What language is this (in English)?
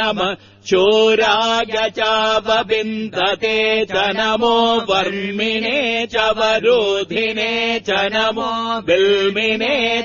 Sanskrit